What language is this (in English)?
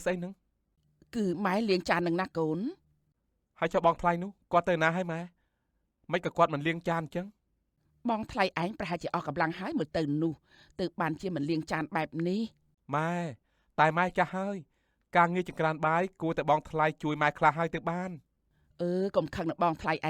Khmer